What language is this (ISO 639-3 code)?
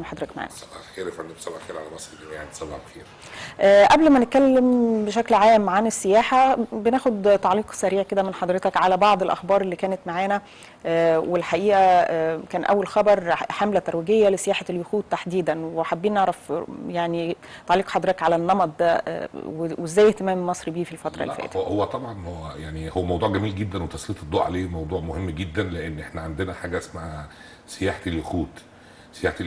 arz